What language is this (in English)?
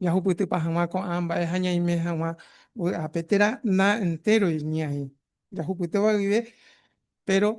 Guarani